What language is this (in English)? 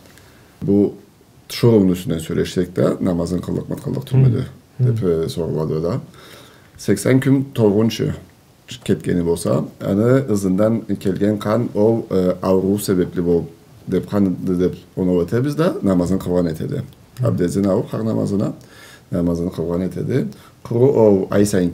Karachay-Balkar